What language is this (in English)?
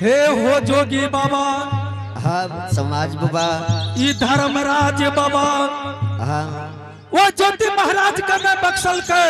Angika